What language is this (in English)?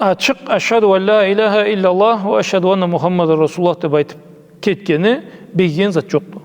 Karachay-Balkar